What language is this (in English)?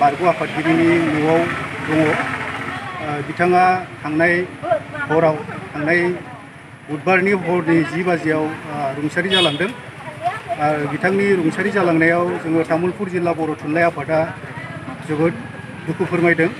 Bodo